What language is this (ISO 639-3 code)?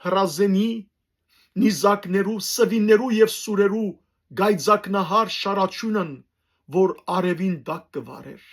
hyw